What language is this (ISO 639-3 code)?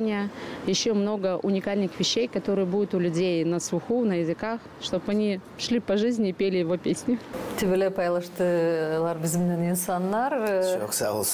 gag